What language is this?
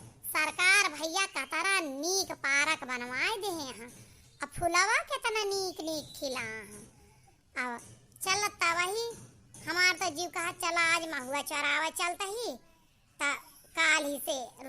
Awadhi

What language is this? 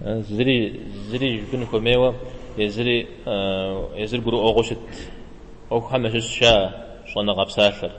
Kabardian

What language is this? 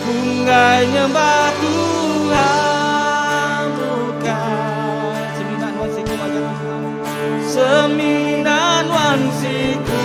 Iban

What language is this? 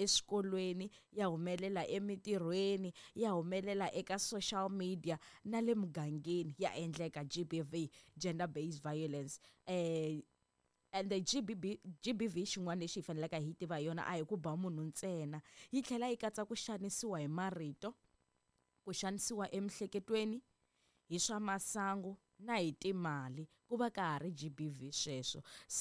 Tsonga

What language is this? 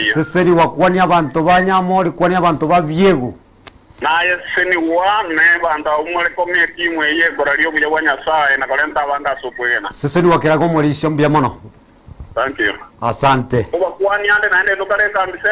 Gusii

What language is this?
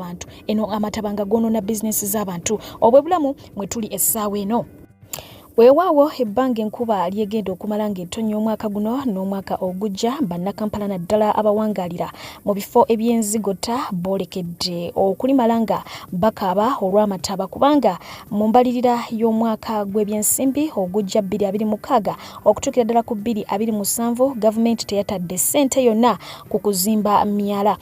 Ganda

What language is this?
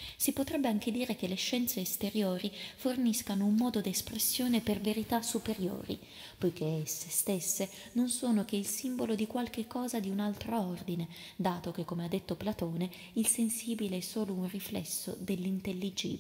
Italian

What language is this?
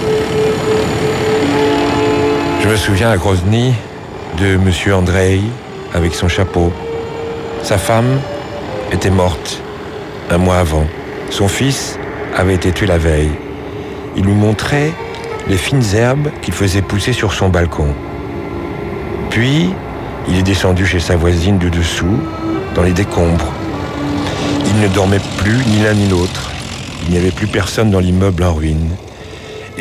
French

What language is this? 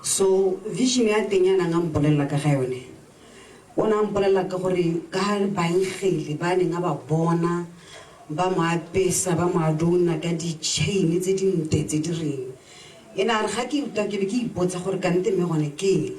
Tswana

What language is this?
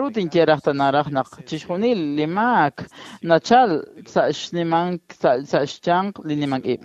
Kekchí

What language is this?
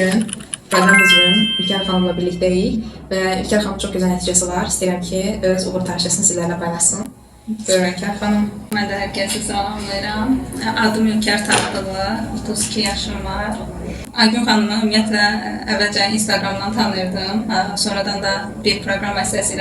Azerbaijani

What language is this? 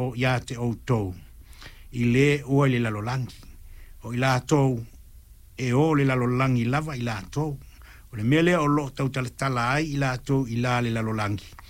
Samoan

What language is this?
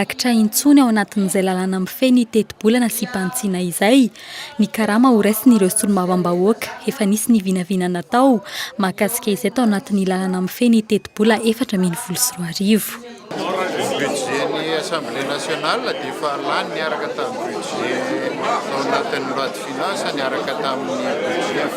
Malagasy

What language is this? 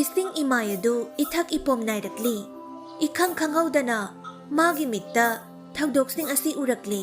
Manipuri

